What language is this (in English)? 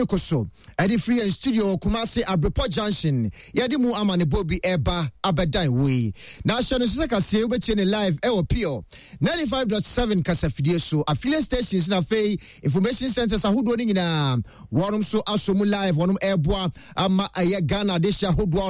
Akan